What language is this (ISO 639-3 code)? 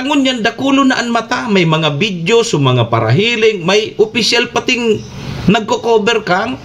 bik